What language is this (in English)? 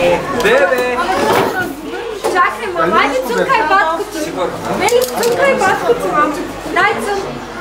Bulgarian